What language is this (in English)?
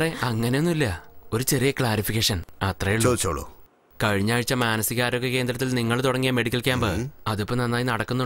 Malayalam